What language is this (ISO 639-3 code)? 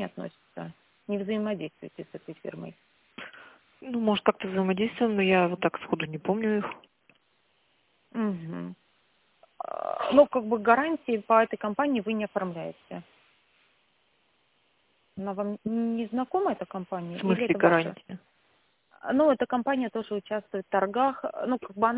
rus